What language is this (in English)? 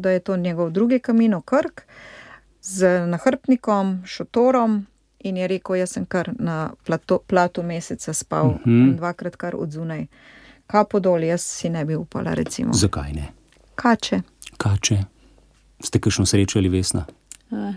Slovenian